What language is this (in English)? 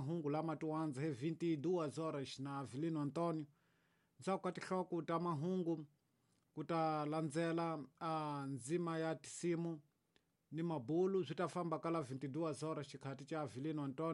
Tsonga